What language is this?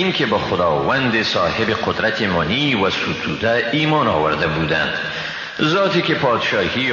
Persian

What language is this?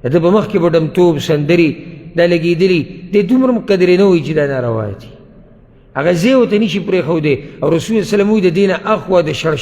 Pashto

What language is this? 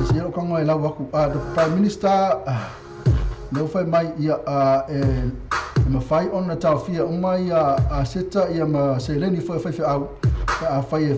Samoan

